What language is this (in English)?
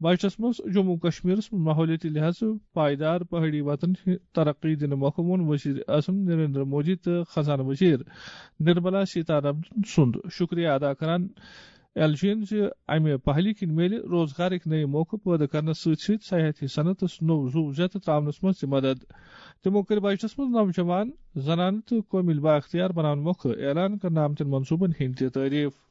Kashmiri